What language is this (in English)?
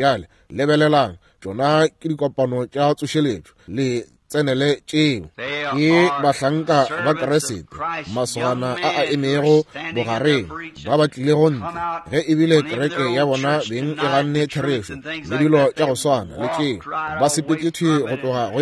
Northern Sotho